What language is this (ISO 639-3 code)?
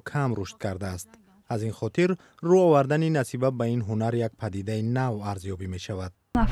tgk